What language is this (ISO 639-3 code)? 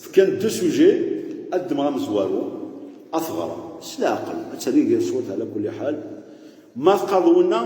kab